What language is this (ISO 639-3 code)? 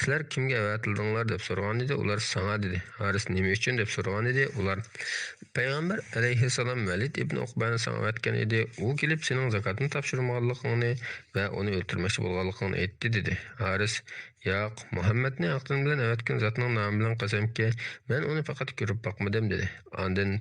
uig